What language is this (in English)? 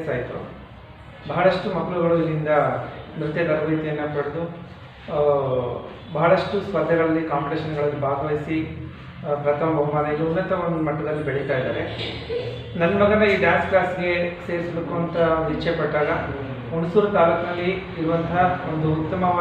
Kannada